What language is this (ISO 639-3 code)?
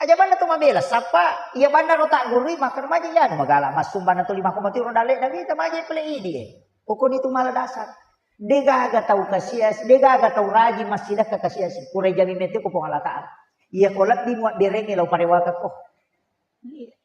bug